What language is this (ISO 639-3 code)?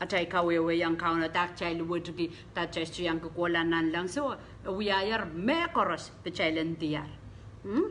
pon